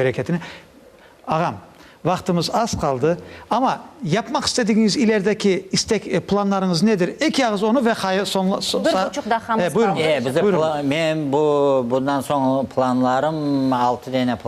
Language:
Crimean Tatar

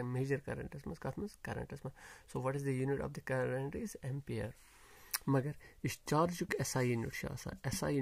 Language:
Kashmiri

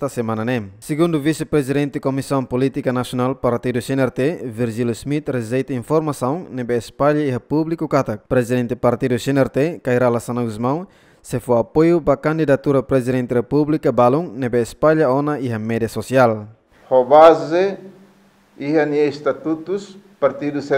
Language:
Tetum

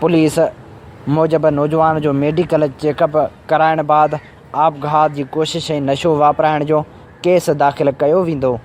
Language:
Sindhi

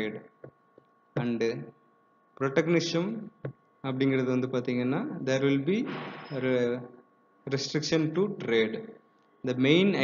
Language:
Tamil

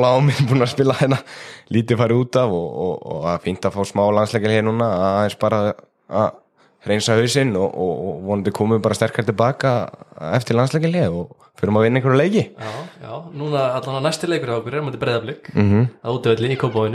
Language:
Icelandic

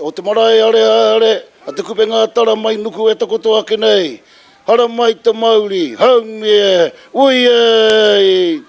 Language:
Māori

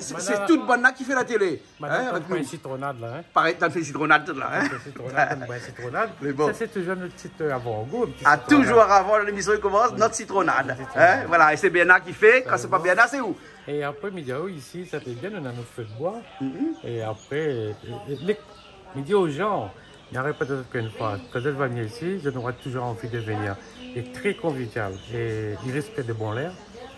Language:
Réunion Creole French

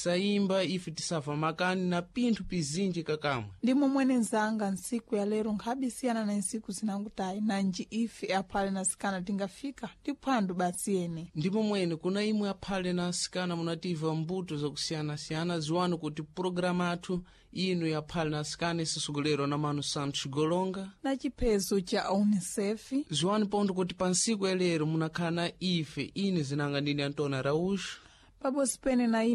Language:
Sena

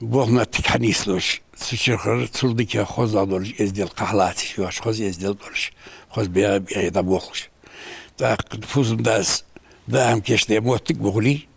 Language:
Ingush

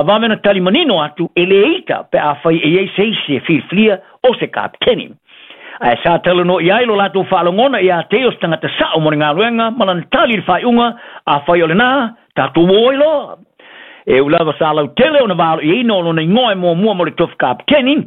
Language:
Samoan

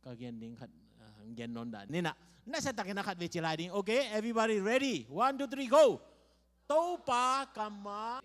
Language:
Tedim Chin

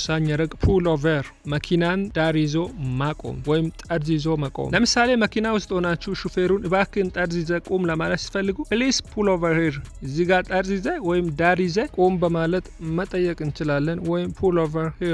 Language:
Amharic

